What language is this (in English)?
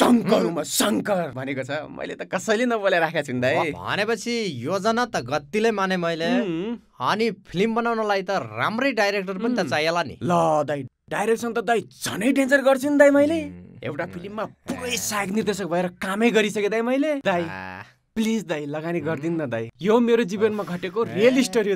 Nepali